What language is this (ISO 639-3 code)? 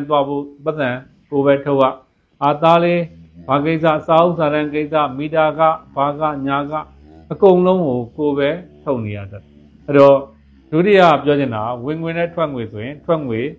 mya